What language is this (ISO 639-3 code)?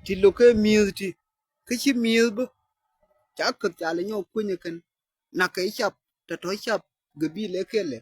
nus